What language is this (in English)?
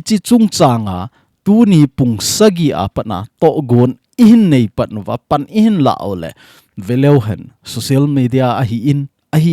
Thado Chin